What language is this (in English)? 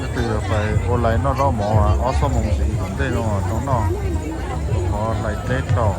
Hmong